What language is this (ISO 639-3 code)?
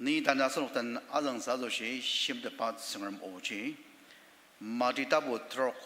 njo